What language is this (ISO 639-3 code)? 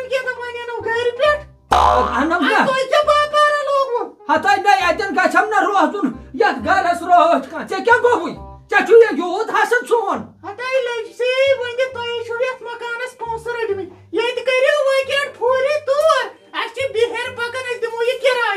kas